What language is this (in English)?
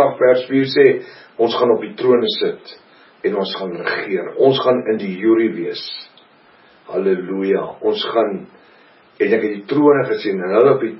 Afrikaans